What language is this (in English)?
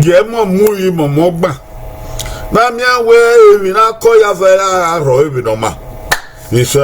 Bini